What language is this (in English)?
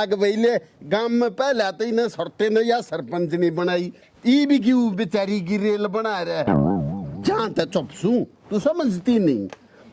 Haryanvi